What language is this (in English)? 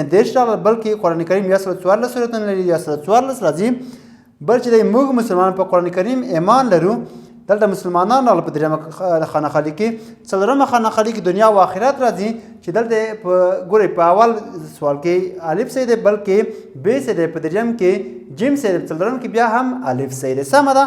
Pashto